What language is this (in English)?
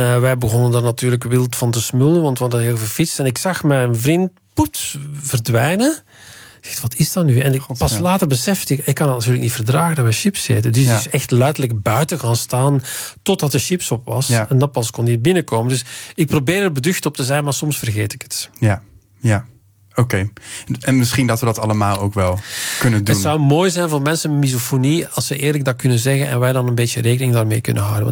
Dutch